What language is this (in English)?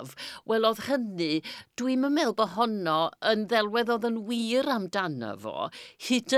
Welsh